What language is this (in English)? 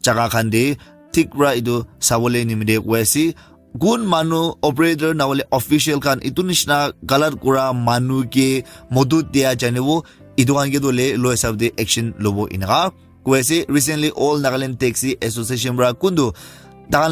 Naga Pidgin